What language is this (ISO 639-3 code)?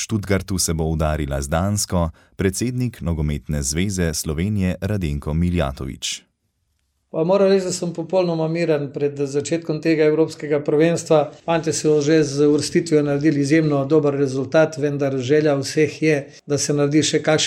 slv